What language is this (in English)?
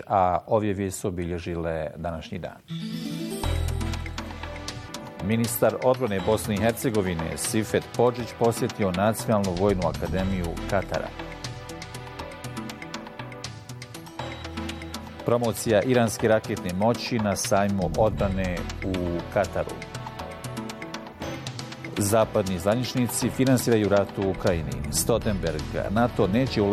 Bosnian